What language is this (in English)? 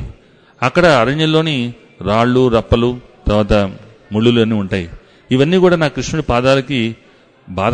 Telugu